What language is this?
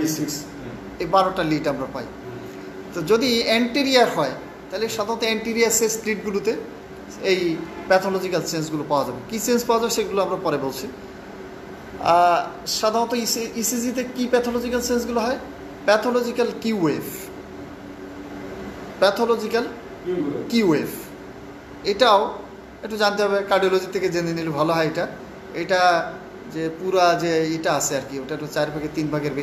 Bangla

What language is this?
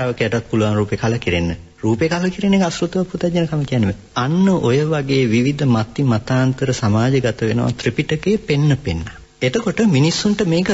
Sinhala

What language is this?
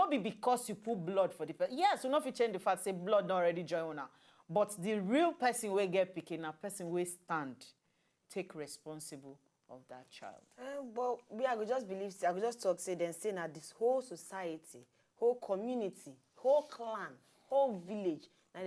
Nigerian Pidgin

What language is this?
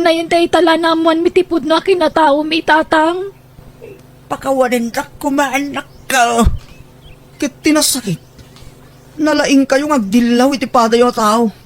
Iloko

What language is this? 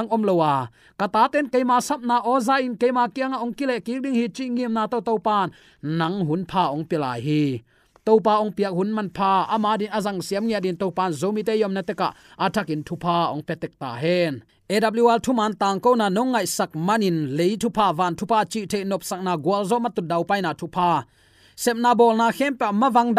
Tedim Chin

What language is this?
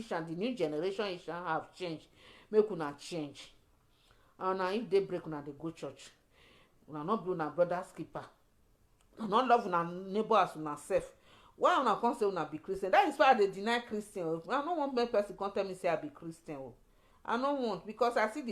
Nigerian Pidgin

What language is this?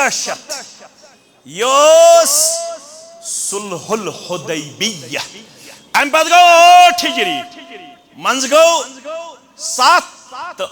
Kashmiri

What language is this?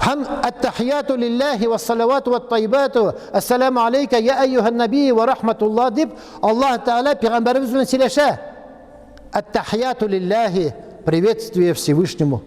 Tatar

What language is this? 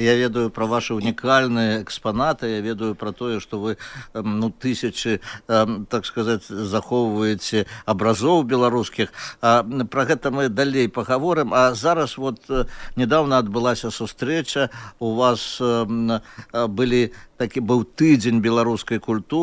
Belarusian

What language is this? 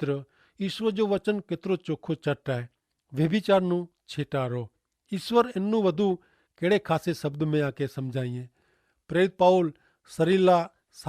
Kachhi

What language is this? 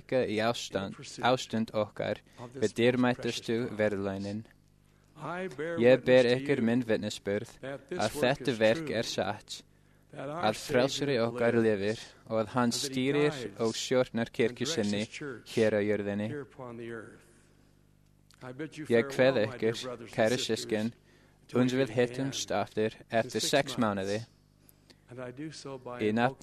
Icelandic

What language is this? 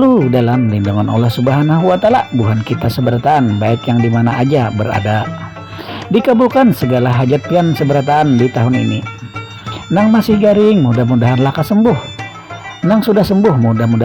Banjar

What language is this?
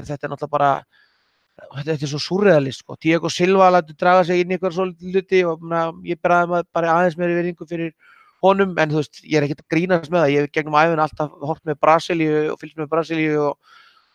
Icelandic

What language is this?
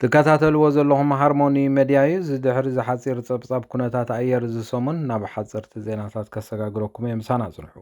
Tigrinya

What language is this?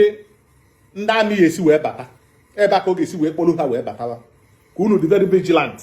Igbo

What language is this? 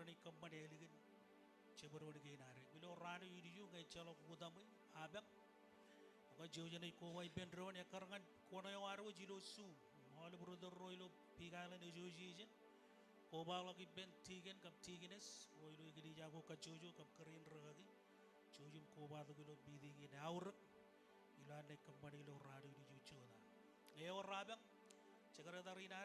Marshallese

